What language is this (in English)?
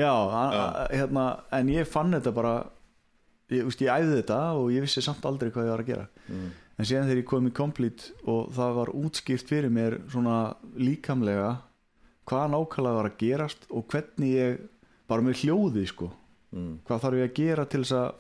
Icelandic